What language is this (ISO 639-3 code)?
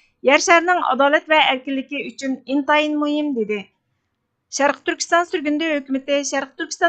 uig